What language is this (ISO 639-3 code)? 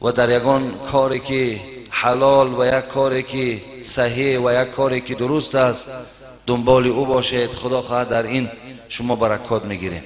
tgk